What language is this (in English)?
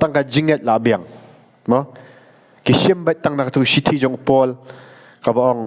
Khasi